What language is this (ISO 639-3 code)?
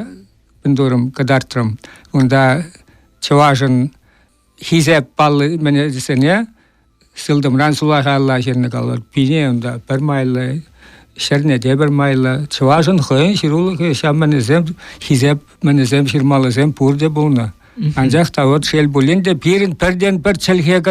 chv